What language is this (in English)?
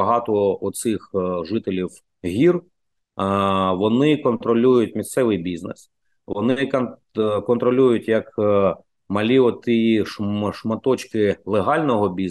Ukrainian